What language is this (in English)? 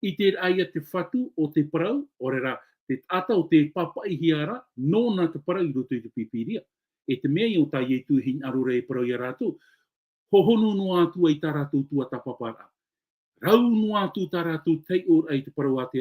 Tahitian